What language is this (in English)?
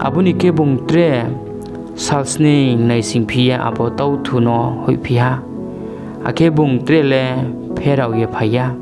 Riang (India)